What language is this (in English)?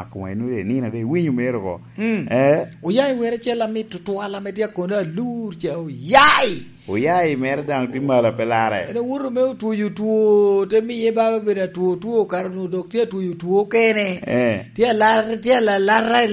Lango (Uganda)